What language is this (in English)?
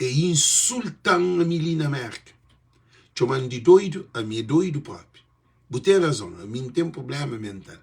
Kabuverdianu